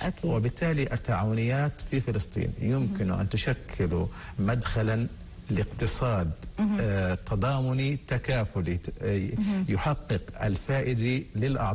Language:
North Levantine Arabic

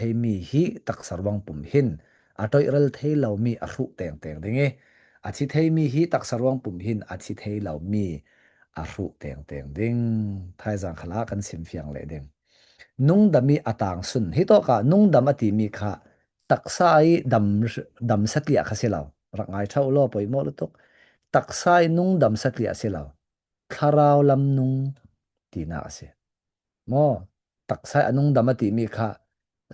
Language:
Falam Chin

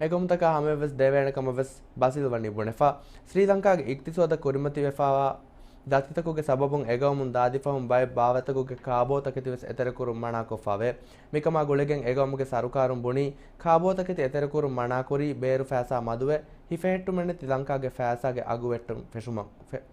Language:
Divehi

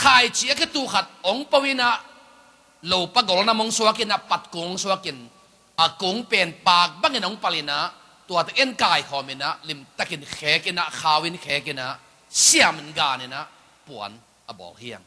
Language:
Tedim Chin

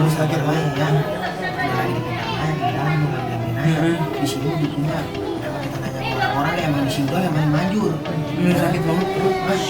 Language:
Betawi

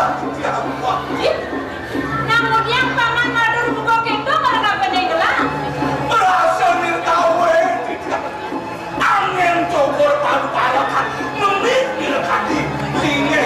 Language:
Balinese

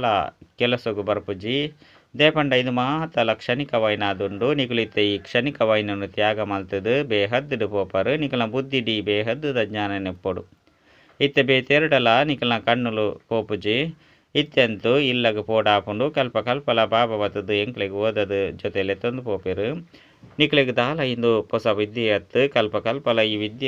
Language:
Tulu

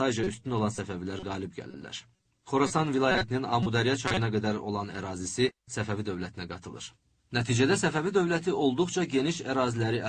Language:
Azerbaijani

